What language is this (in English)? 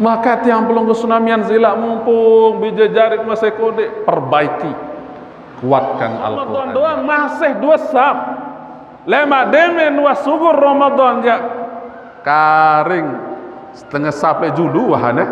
Sasak